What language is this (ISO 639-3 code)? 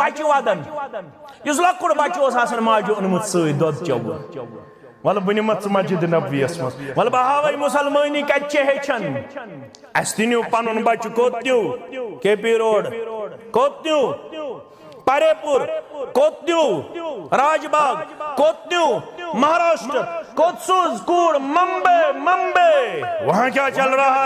kas